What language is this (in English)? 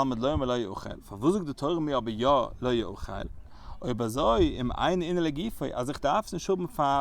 Yiddish